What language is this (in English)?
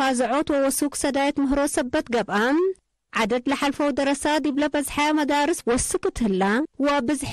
Tigre